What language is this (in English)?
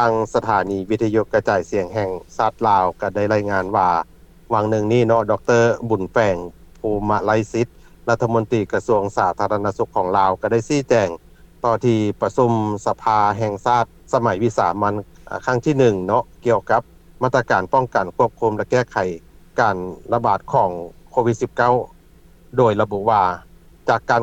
Lao